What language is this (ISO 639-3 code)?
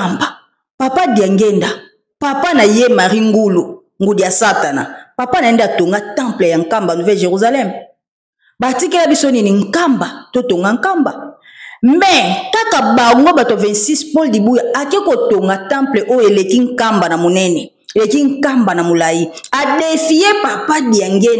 lin